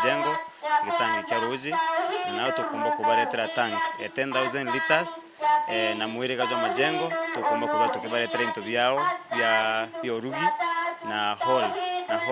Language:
Meru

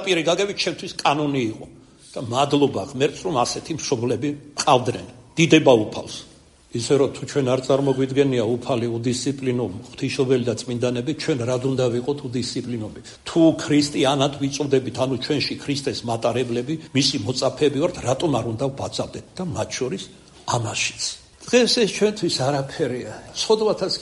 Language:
Georgian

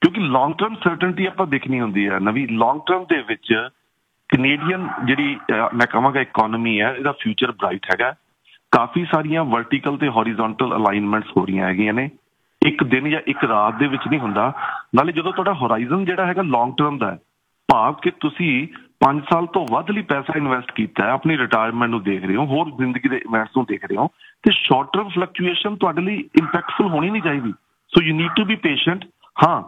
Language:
Punjabi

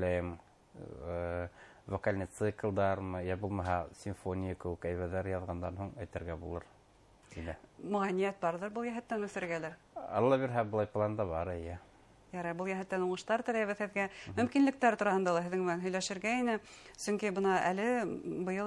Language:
Bashkir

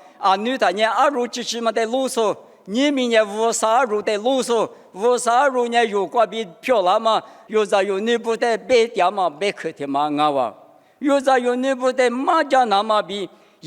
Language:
Lisu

